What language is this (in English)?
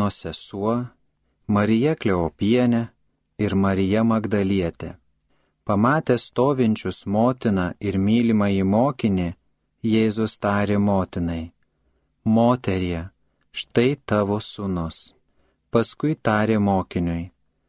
Lithuanian